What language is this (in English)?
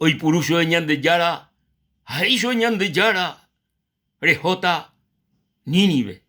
Guarani